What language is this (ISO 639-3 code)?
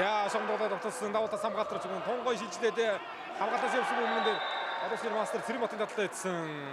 mon